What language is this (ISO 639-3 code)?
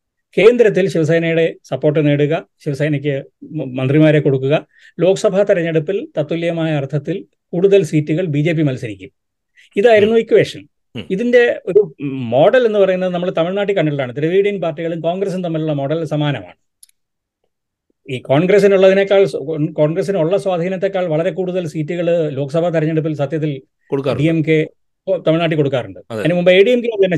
mal